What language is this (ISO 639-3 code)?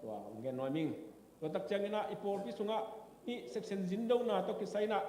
ctd